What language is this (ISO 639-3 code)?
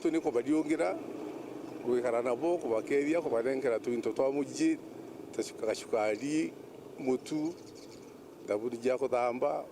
mer